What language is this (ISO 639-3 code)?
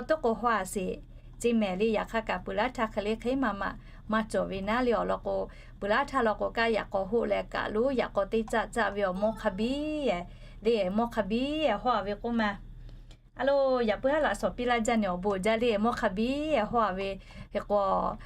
lhu